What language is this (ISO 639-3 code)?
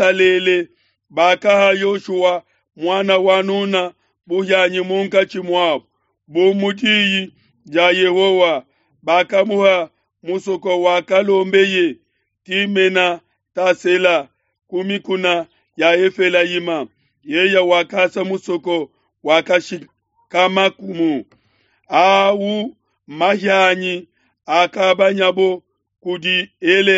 lua